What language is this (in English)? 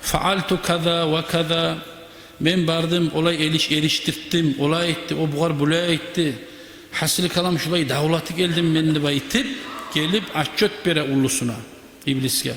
Kumyk